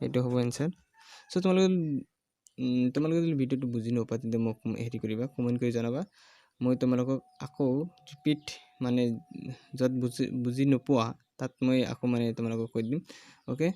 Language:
Assamese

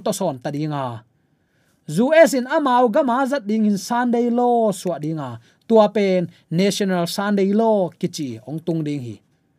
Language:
Tedim Chin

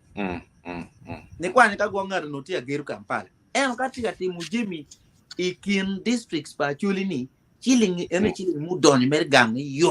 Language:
Acoli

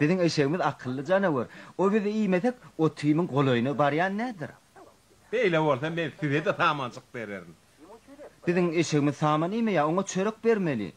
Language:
Turkmen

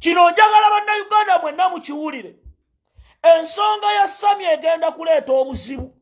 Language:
Ganda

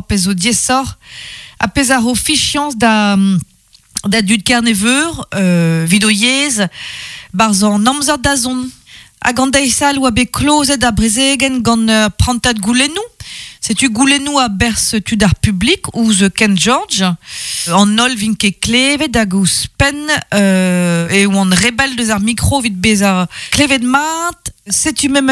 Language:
Breton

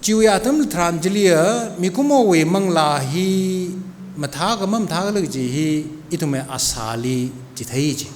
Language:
Tangkhul Naga (India)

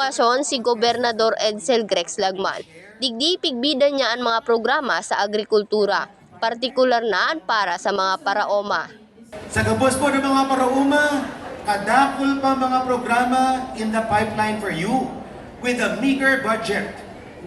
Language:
Bikol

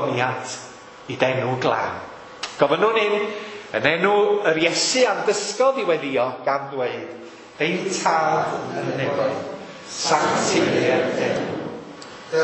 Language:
Welsh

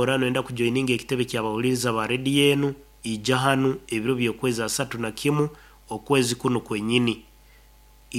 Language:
Nyoro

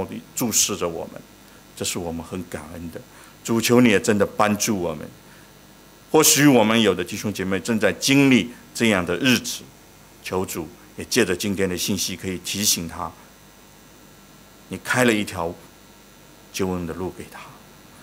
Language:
Chinese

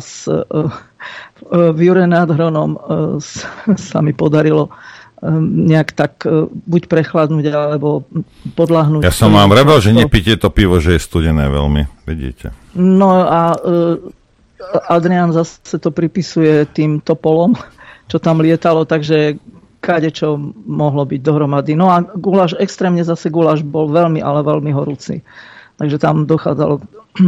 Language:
Slovak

